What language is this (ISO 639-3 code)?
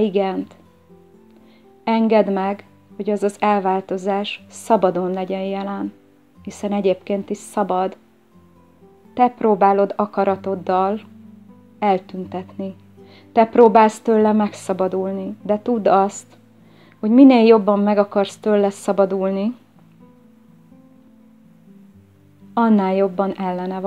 hun